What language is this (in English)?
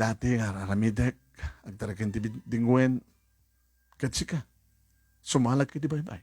Iloko